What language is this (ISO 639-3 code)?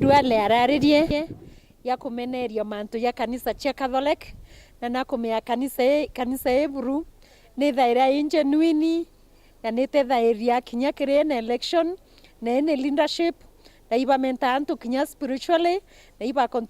mer